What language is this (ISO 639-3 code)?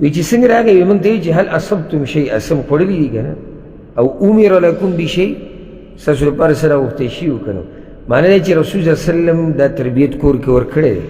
pus